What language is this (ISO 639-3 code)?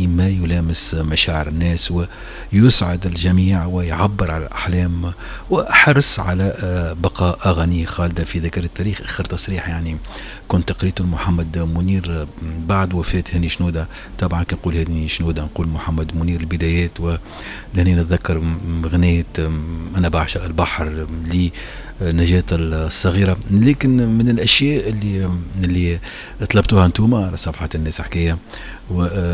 aeb